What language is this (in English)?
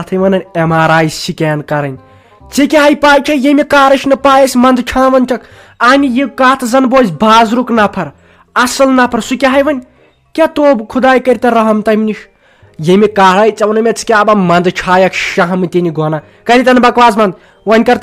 Kashmiri